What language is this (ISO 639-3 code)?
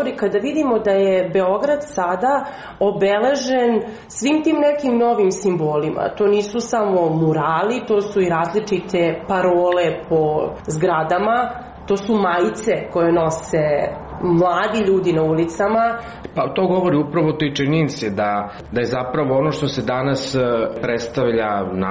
srp